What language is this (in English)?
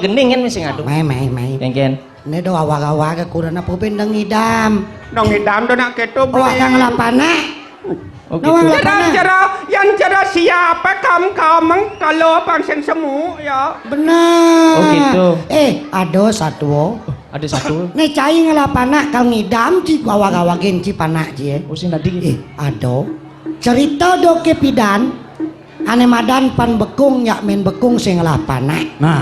Balinese